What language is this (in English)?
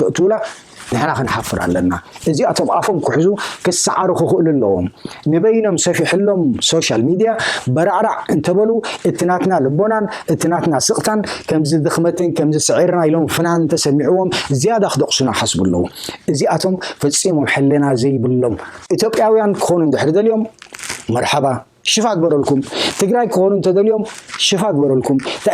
Tigrinya